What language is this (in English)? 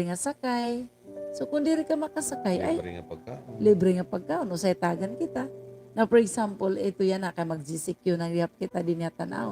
Waray